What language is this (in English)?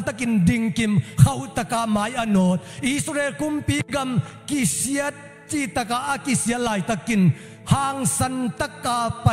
Tedim Chin